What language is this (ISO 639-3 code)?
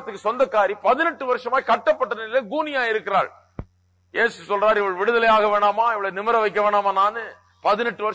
tam